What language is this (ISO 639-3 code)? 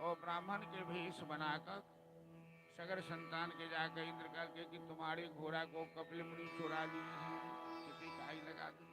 mai